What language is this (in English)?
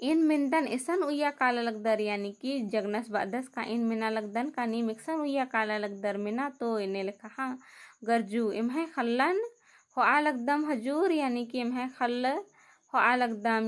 Kurukh